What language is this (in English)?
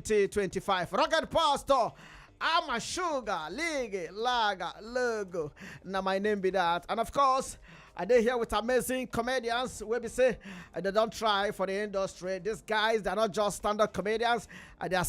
Nigerian Pidgin